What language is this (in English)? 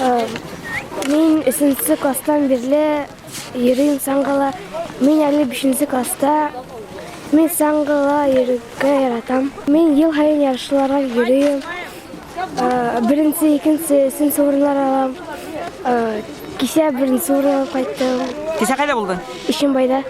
Bashkir